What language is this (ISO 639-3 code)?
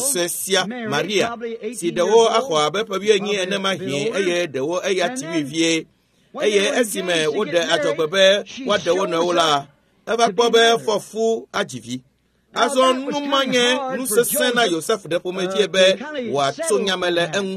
ewe